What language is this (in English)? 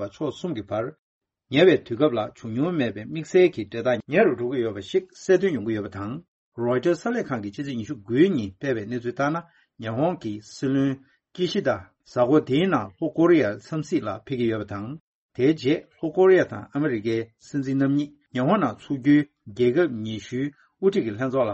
Tibetan